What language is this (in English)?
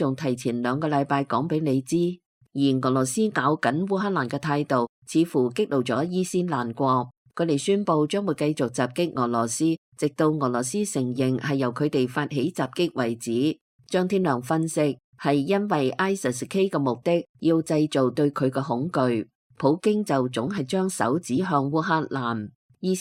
Cantonese